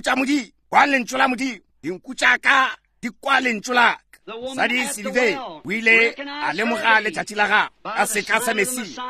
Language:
Northern Sotho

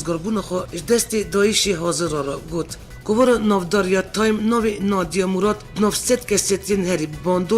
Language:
Kurdish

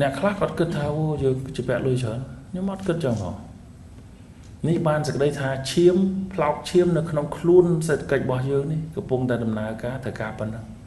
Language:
Khmer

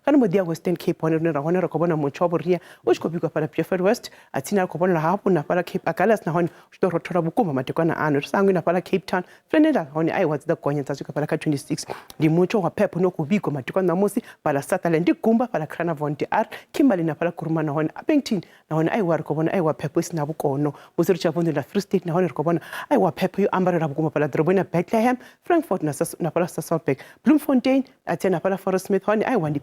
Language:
Venda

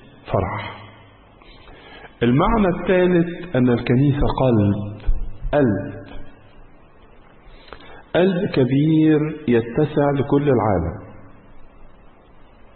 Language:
Egyptian Arabic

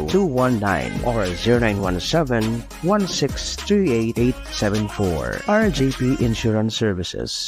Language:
Bikol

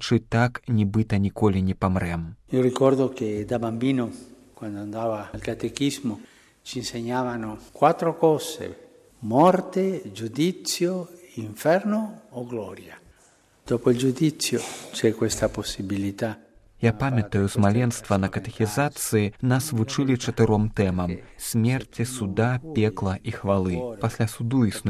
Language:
Belarusian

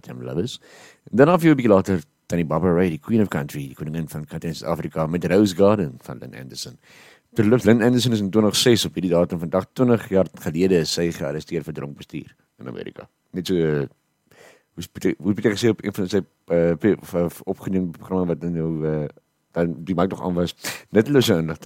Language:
Afrikaans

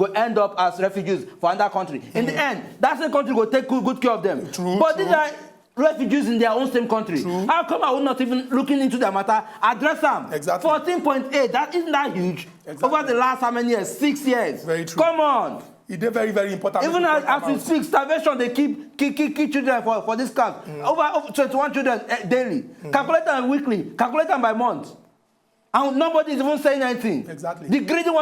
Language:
Nigerian Pidgin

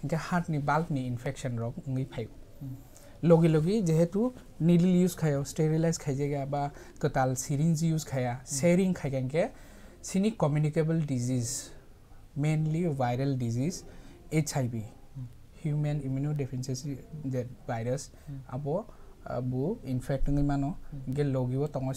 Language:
Kok Borok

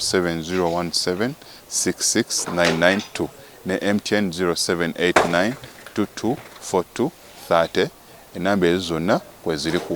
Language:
Ganda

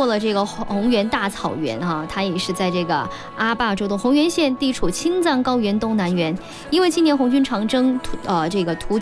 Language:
Chinese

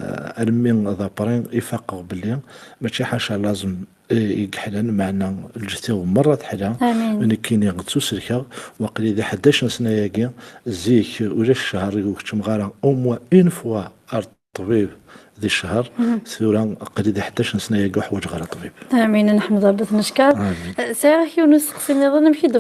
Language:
Kabyle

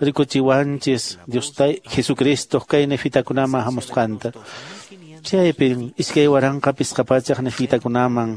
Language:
Quechua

